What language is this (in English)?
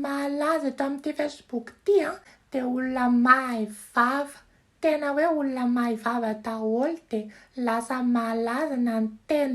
Malagasy